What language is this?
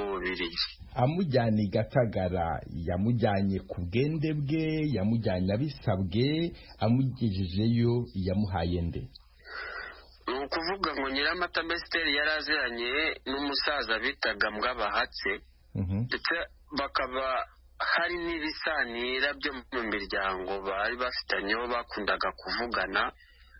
Kinyarwanda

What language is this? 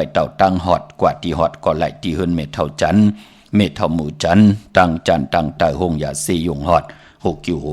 Shan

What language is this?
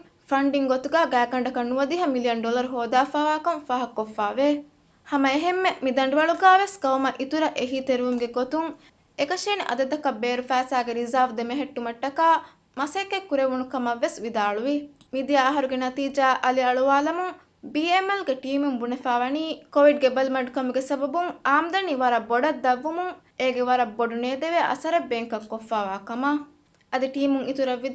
Divehi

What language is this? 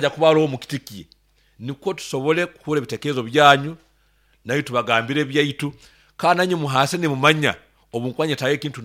Nyoro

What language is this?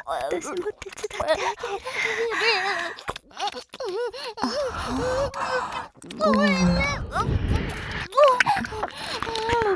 Japanese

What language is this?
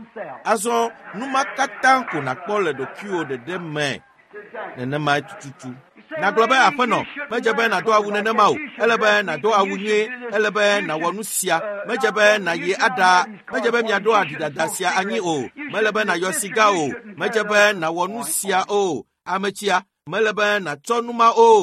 Ewe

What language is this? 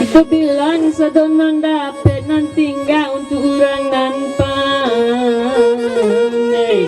Minangkabau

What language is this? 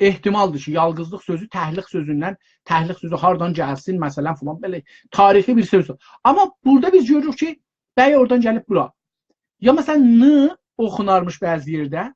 South Azerbaijani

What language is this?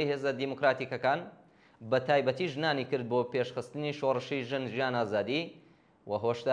Central Kurdish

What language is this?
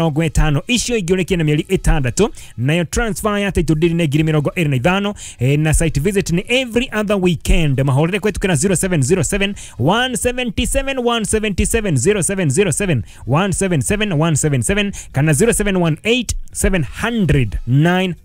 Kikuyu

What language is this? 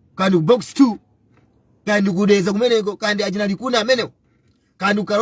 Nyanja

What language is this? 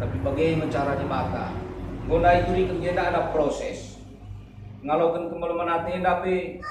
Batak Karo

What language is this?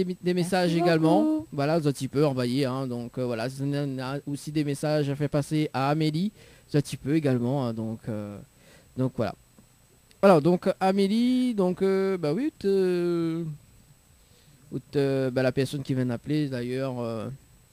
French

